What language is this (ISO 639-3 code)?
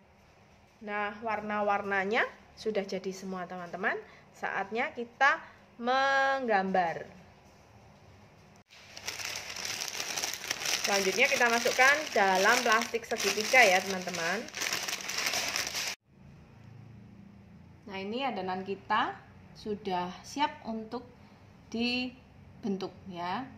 ind